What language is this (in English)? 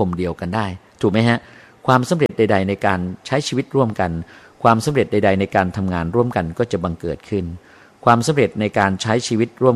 Thai